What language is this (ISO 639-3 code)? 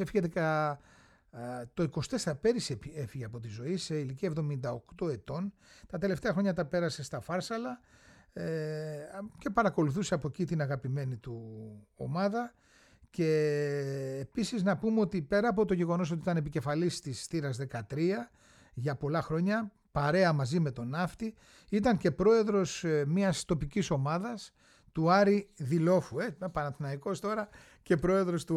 ell